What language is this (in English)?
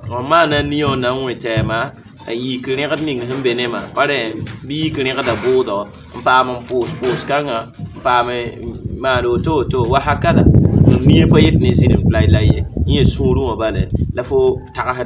Mossi